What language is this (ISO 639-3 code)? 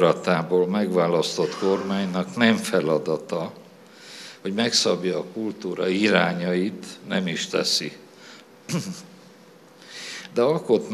hun